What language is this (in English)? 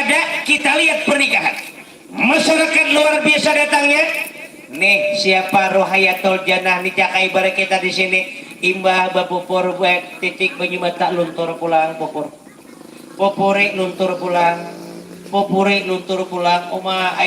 Banjar